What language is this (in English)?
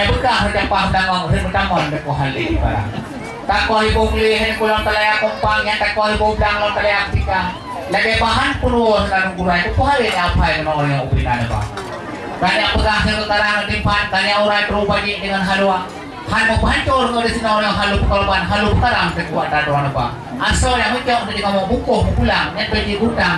Achinese